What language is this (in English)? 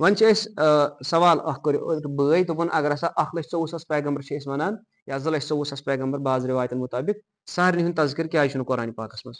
Kashmiri